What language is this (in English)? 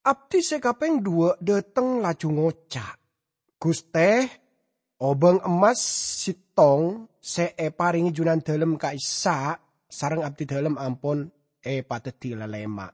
Madurese